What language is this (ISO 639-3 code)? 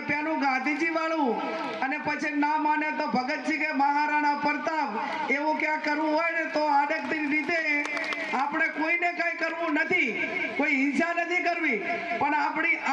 guj